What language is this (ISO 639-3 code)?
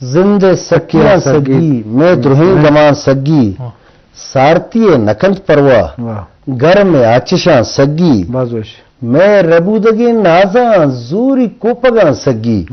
bgp